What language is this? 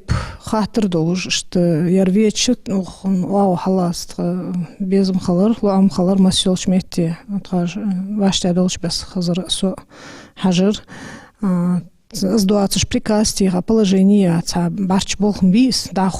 Ingush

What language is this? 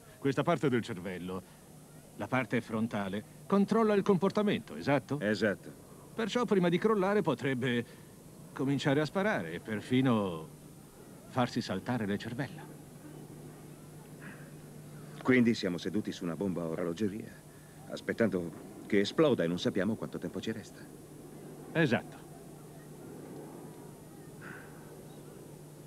Italian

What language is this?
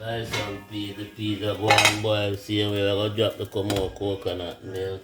Jamaican Creole English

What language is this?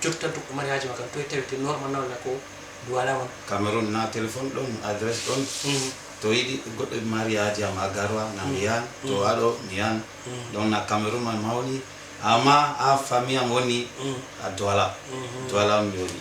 Fula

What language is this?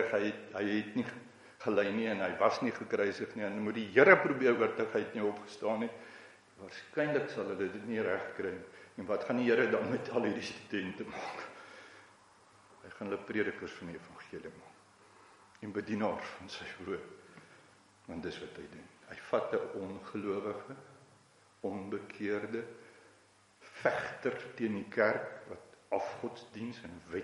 Afrikaans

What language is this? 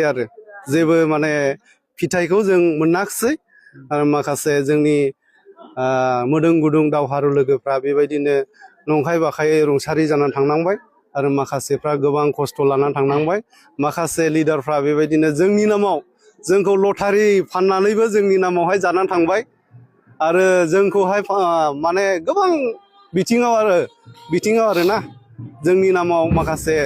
Bodo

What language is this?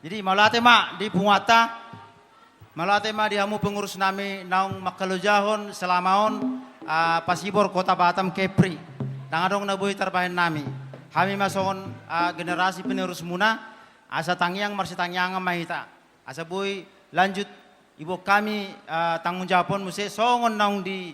Batak Toba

